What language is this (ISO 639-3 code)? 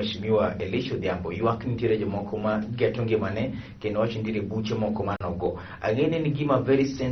luo